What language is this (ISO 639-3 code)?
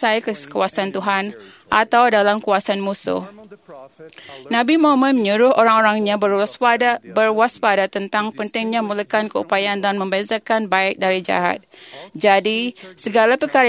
msa